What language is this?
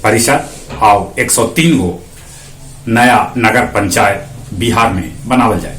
Magahi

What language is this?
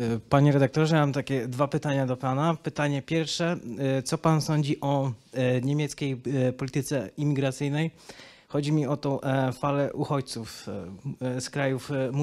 Polish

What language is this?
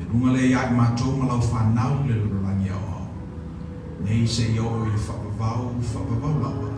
Samoan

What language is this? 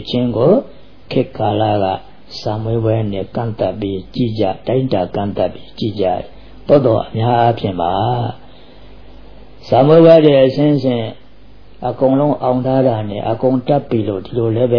Burmese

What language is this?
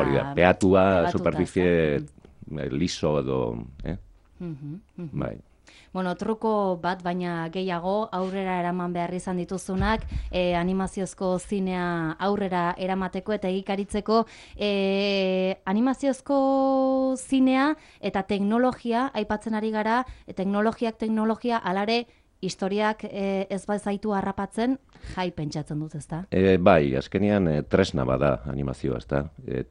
Basque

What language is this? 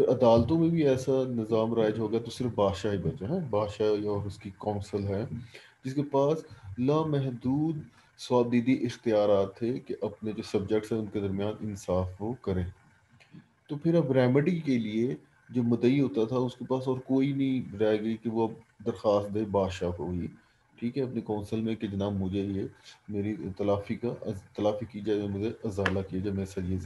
Urdu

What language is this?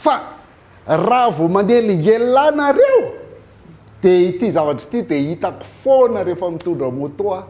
Malagasy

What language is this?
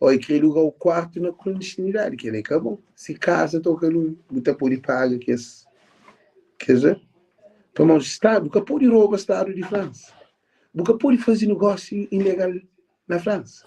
Kabuverdianu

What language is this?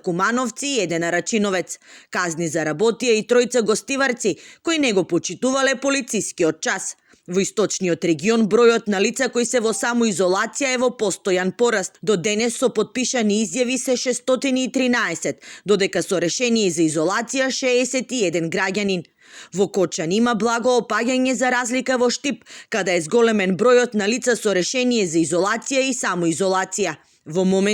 Macedonian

